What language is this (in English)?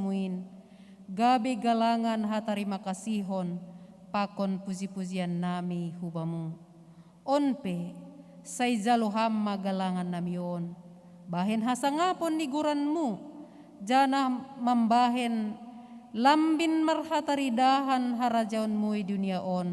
Batak Simalungun